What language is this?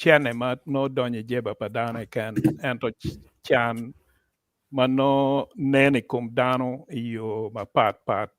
Acoli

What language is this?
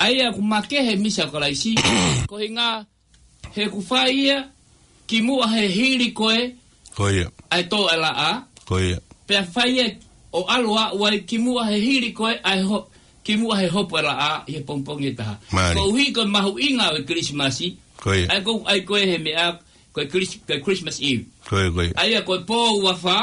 Tongan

